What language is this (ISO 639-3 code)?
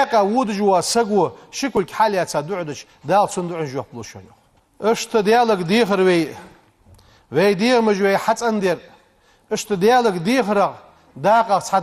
inh